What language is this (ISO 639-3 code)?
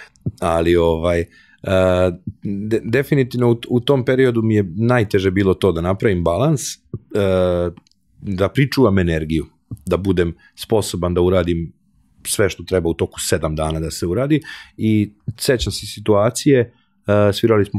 srp